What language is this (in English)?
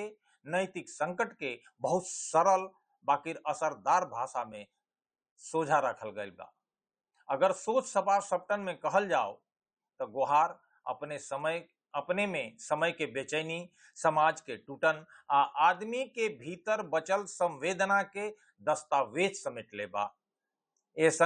Bhojpuri